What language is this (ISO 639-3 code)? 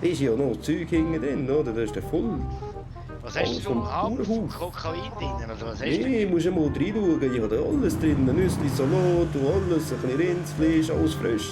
gsw